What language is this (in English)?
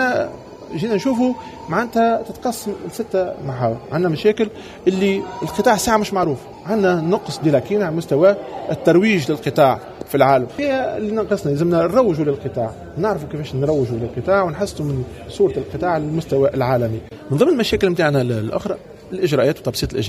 Tunisian Arabic